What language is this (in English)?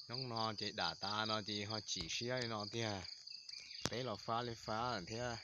Hmong